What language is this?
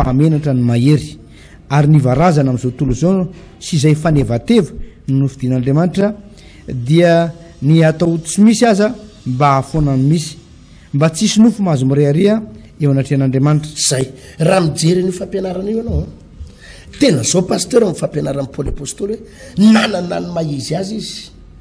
Malagasy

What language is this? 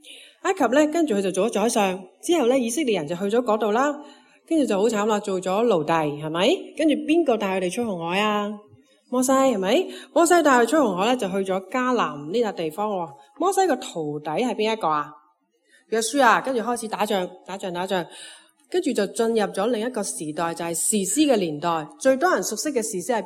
Cantonese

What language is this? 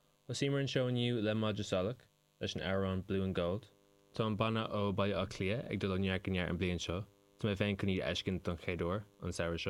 Irish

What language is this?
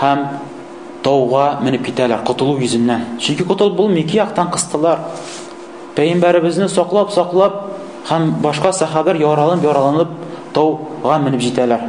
Tatar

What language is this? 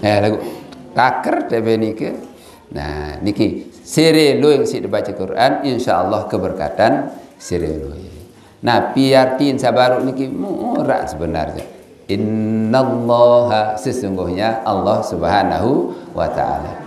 Sasak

